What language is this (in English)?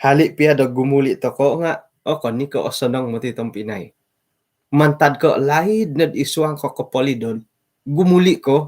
Central Dusun